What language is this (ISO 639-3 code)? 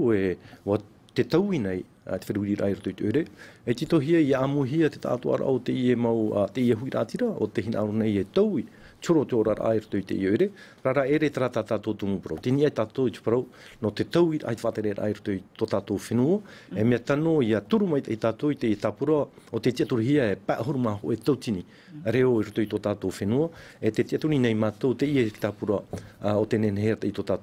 tah